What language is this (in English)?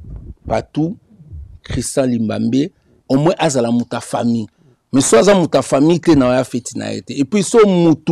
Lingala